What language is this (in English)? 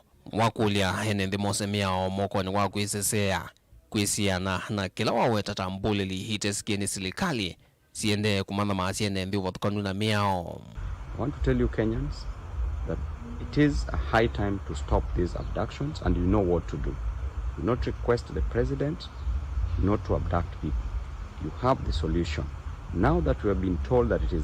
Kamba